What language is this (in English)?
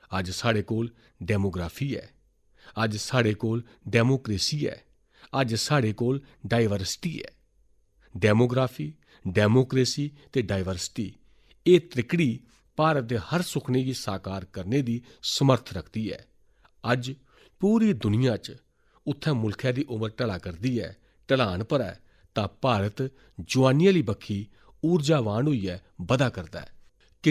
Dogri